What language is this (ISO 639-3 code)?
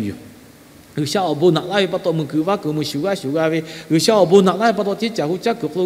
lhu